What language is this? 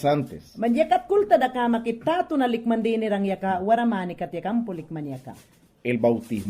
Mayangna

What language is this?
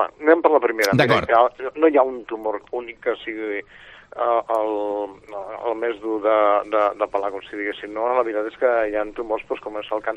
Catalan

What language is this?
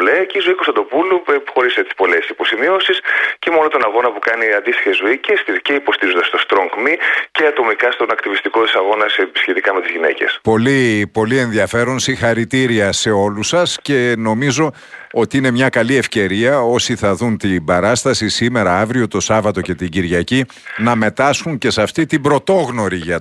Greek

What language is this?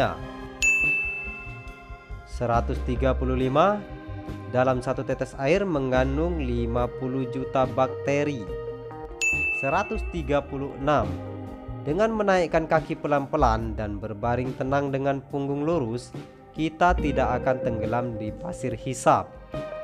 Indonesian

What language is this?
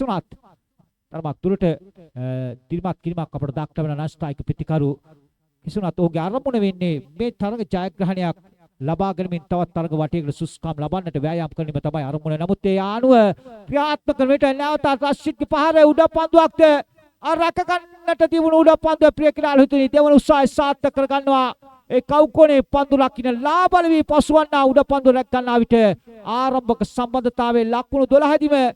Sinhala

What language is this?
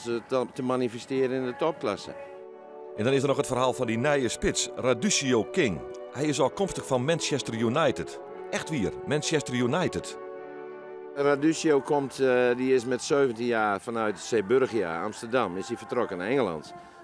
Western Frisian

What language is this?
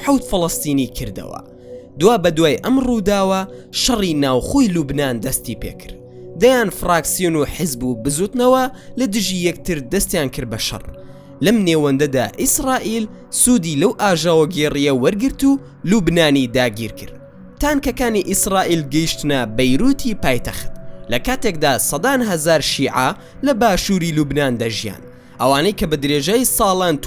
Central Kurdish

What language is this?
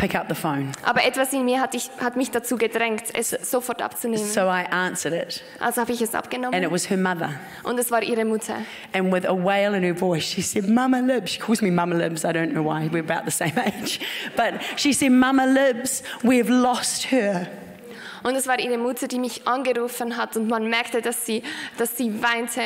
Swiss German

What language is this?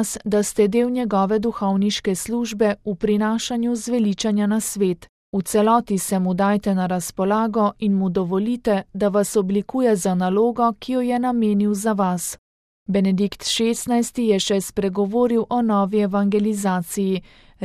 Slovenian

